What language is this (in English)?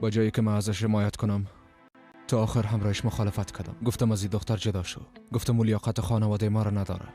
Persian